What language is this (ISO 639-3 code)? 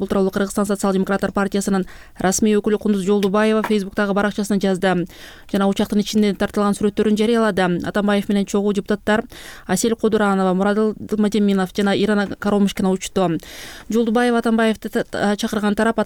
kir